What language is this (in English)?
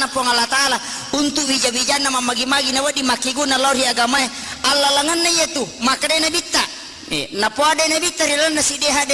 Buginese